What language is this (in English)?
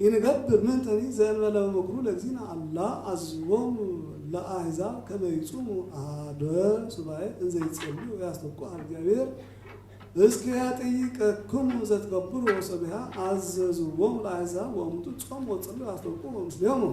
Geez